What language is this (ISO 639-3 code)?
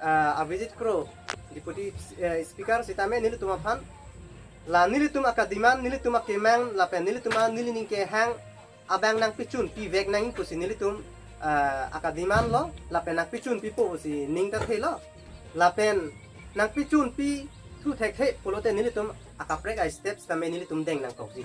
mjw